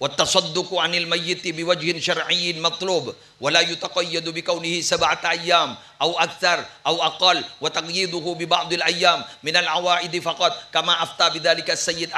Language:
Madurese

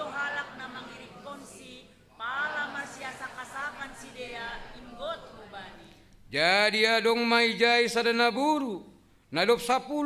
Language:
Batak Simalungun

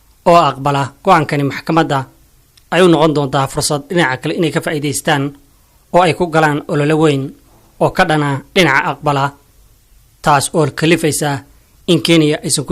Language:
Somali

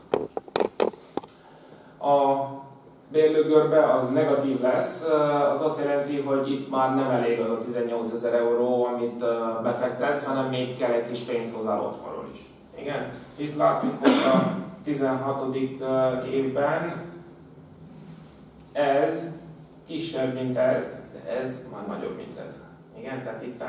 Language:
Hungarian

